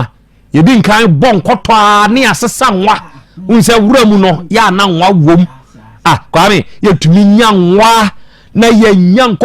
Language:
Akan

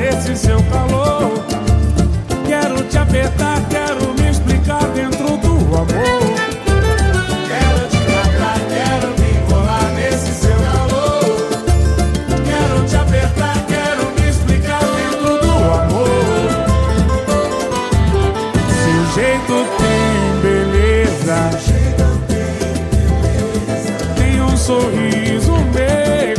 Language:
Portuguese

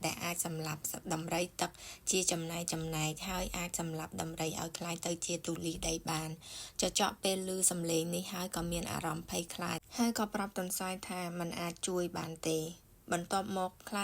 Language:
Khmer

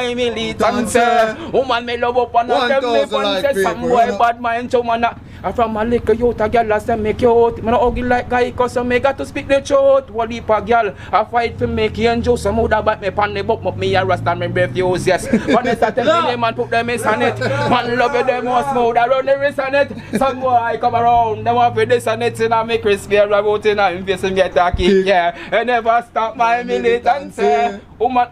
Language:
Jamaican Creole English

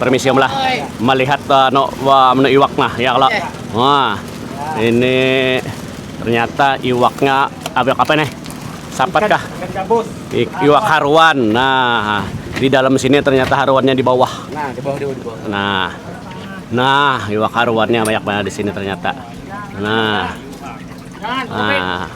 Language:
Banjar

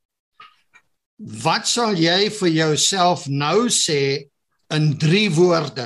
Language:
Afrikaans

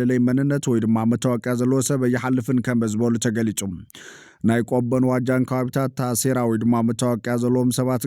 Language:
Tigrinya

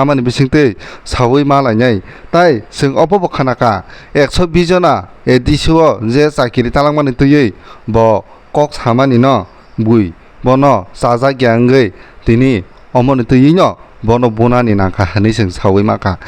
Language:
Kok Borok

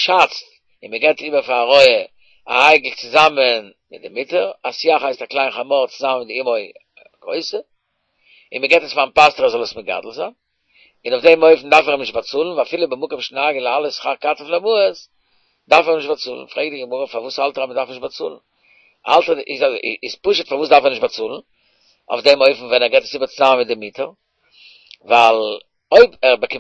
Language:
Yiddish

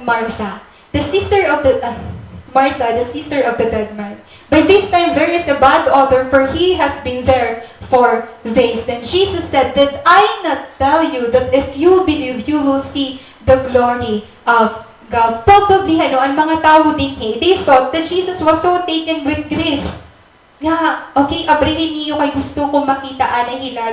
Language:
Waray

